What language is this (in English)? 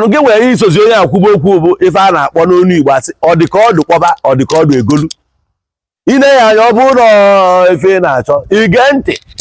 Igbo